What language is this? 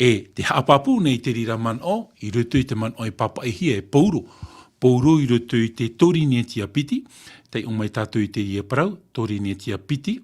Tahitian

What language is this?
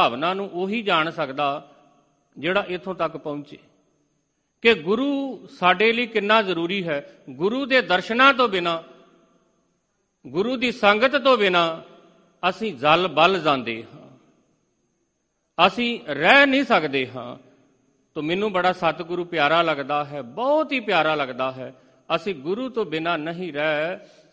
Punjabi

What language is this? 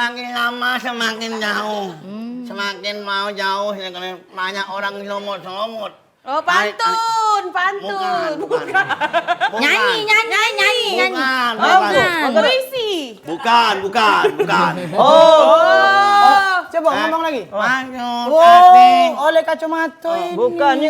Musi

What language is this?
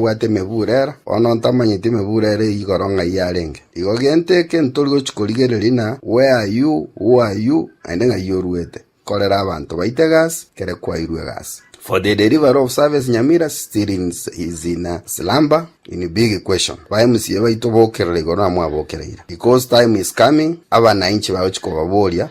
Gusii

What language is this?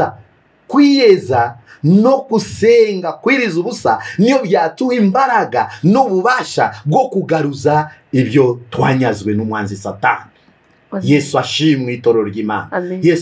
Kinyarwanda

